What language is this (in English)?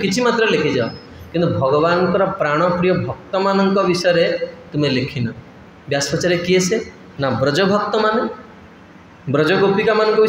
Odia